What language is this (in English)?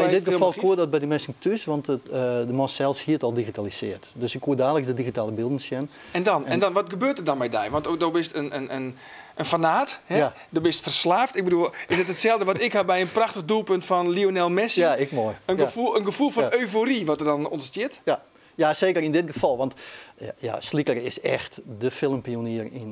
Western Frisian